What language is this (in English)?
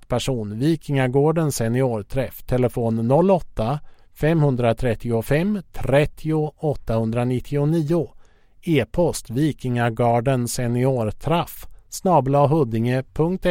Swedish